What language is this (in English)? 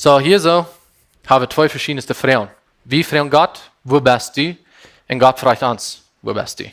Plautdietsch